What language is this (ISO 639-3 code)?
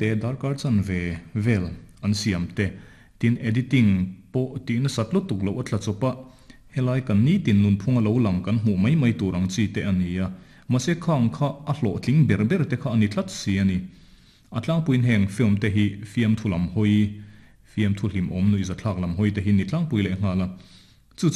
lus